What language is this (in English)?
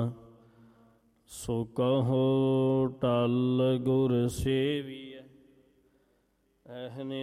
Punjabi